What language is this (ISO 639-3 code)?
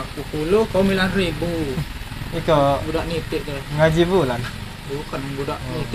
mui